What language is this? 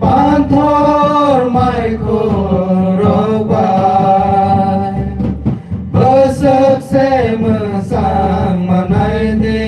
Kok Borok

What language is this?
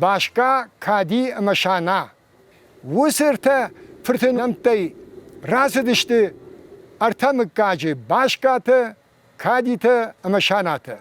Ossetic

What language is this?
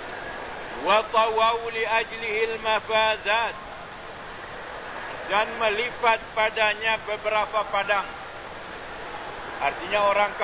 Malay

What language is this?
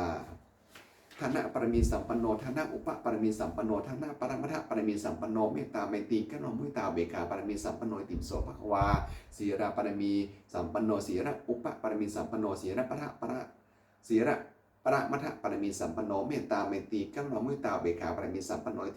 Pali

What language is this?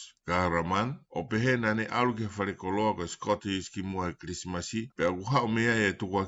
Tongan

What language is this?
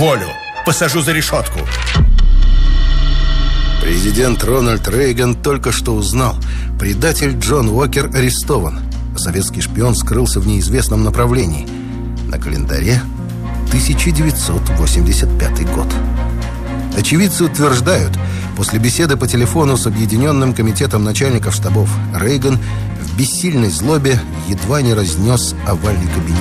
Russian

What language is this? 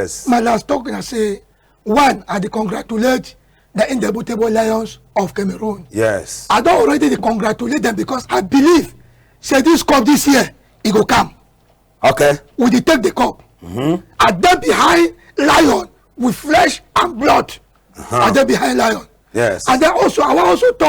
Cameroon Pidgin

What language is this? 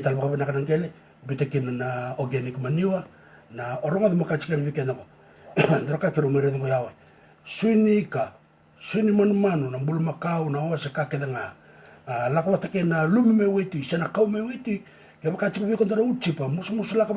Fijian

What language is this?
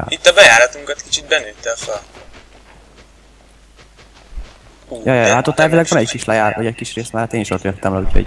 Hungarian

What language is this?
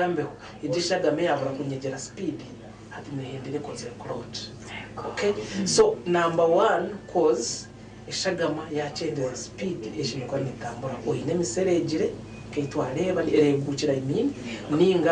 Nyankole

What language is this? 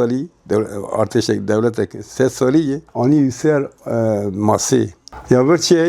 Kurdish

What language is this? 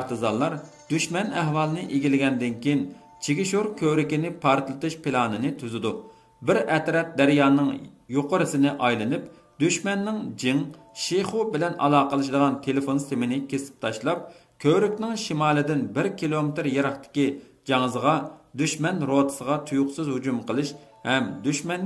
Uyghur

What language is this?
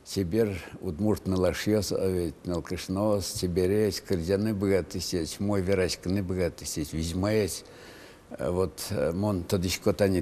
Udmurt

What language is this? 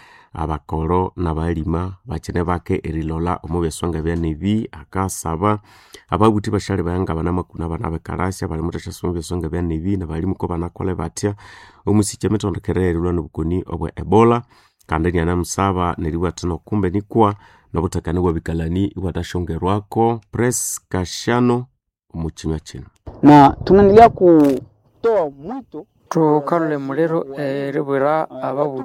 Nande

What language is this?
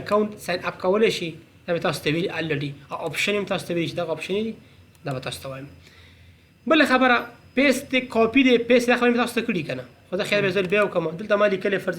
Pashto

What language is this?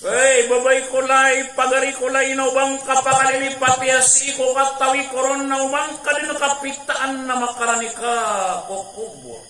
Maranao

